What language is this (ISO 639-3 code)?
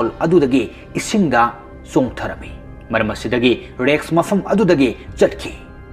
mni